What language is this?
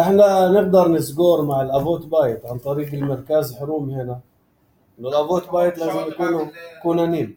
North Levantine Arabic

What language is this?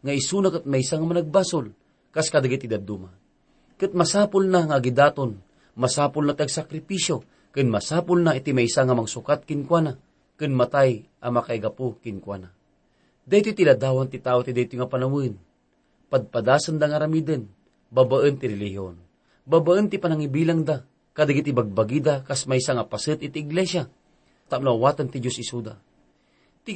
Iloko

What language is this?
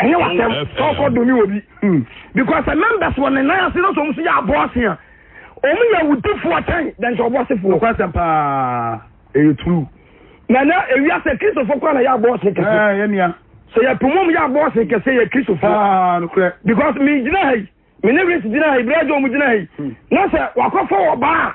Akan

